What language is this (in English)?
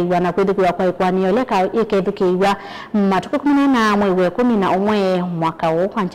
Kamba